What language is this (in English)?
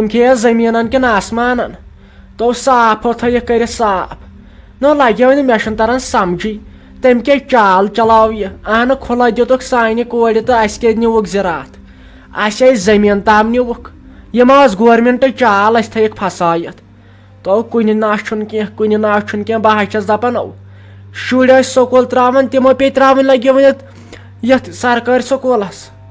Kashmiri